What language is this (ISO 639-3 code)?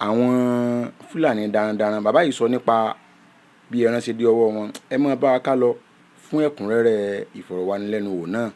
yor